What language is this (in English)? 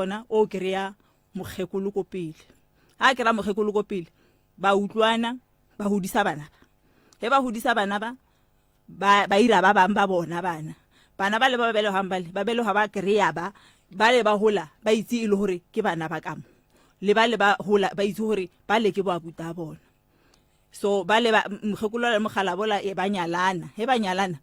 Northern Sotho